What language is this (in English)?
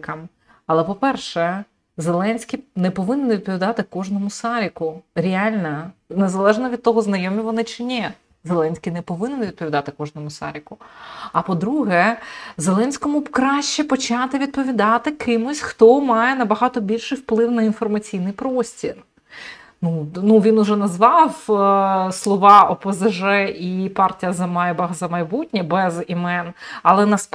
Ukrainian